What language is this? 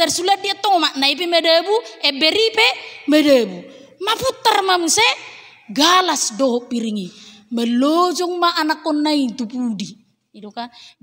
Batak Toba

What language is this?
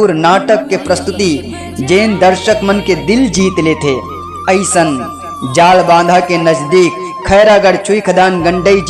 Chhattisgarhi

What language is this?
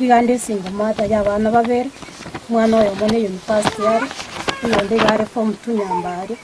Gusii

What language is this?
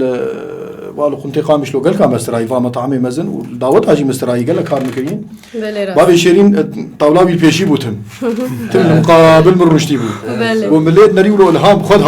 Kurdish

